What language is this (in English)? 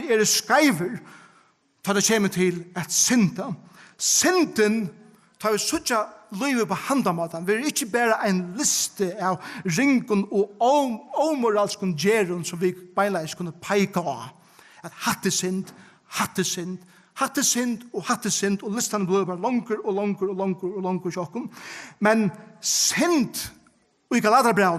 Faroese